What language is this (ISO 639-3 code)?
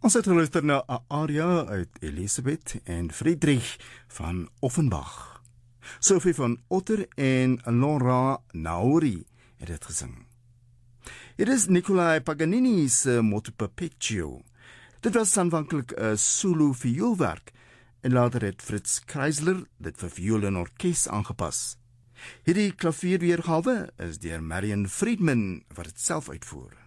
afr